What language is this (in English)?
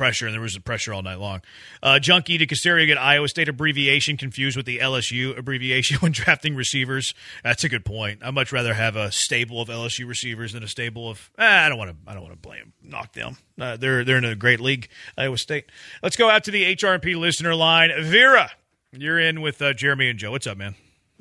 English